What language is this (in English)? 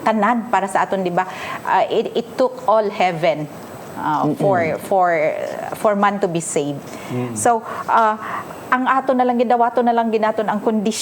Hiligaynon